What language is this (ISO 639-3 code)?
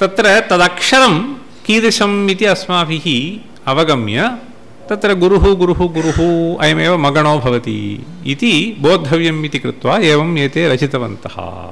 san